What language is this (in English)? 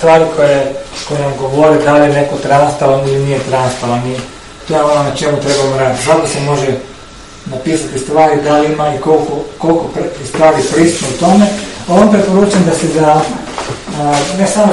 Croatian